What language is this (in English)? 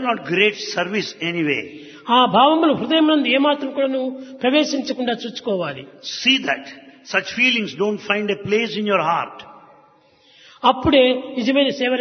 Telugu